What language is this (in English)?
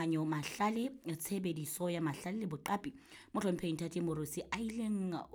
Southern Sotho